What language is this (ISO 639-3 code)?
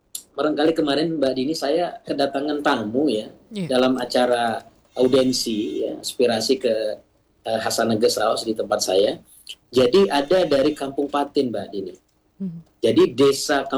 ind